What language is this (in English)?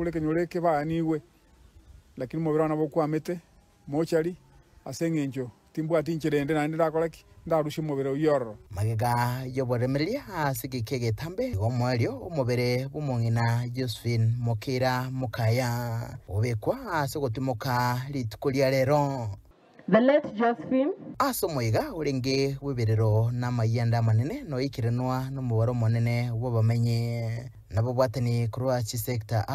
Gusii